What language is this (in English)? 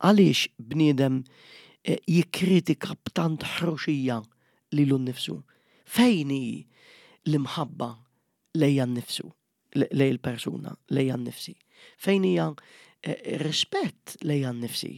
Maltese